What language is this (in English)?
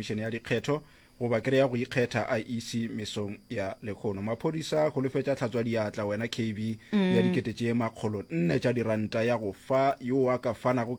Northern Sotho